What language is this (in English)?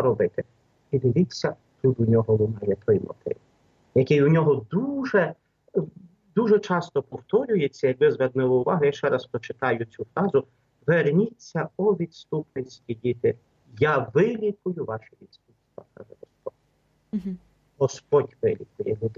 Ukrainian